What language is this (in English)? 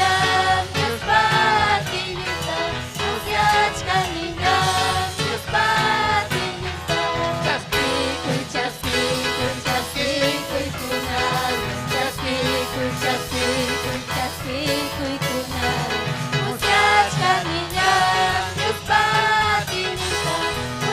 Ayacucho Quechua